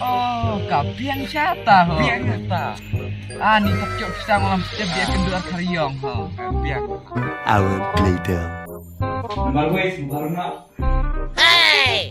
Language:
Khasi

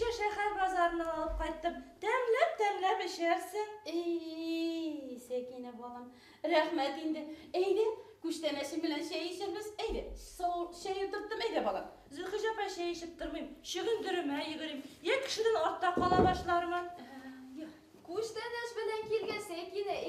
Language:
Bashkir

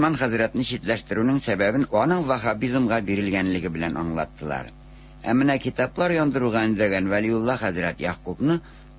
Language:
Tatar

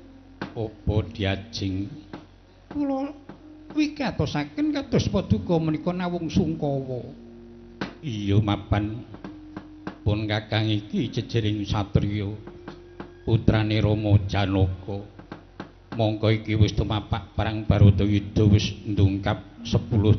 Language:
Javanese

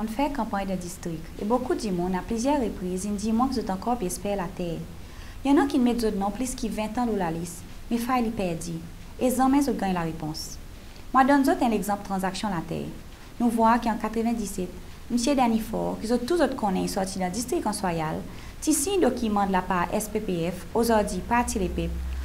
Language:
Seselwa Creole French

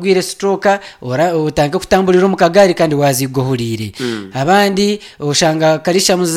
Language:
Nyankole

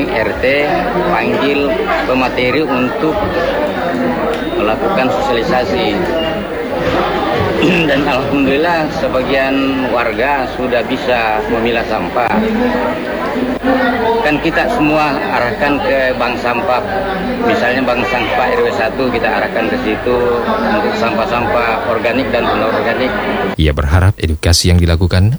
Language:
Indonesian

